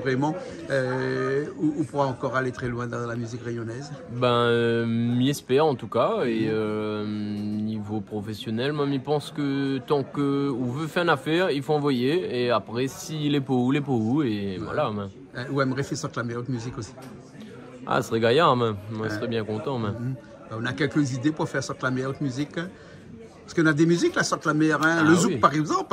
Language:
Réunion Creole French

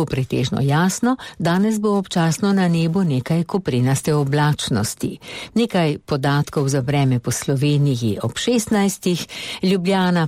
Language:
Slovenian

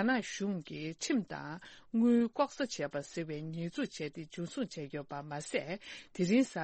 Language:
Tibetan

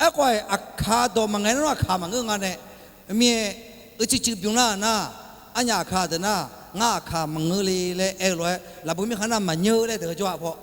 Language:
Akha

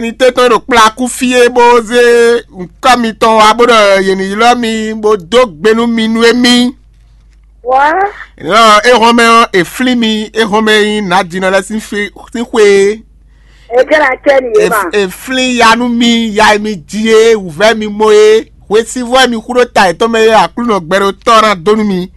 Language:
Fon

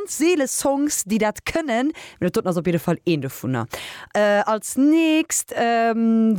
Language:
Luxembourgish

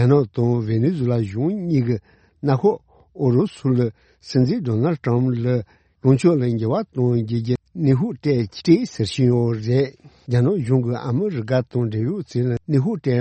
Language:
Tibetan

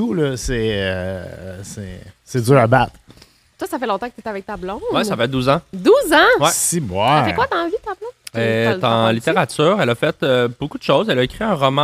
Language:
French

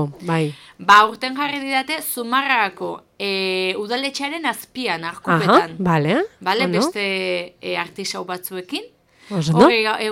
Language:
Basque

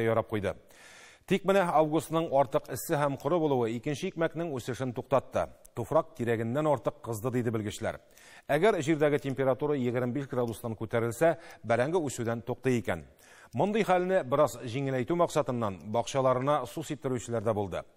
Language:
Tatar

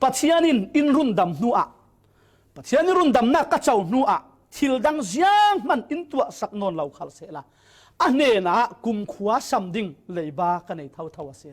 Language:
Falam Chin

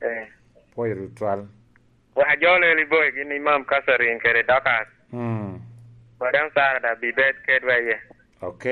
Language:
Lango (Uganda)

